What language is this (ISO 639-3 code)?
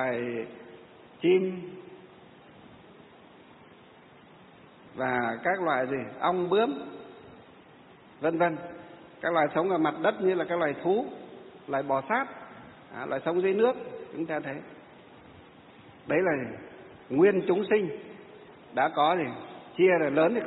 vie